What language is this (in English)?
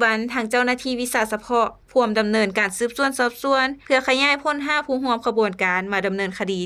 Lao